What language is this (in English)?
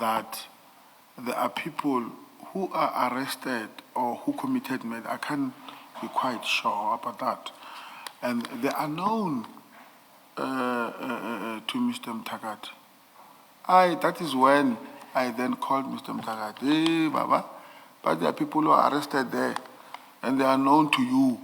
Zulu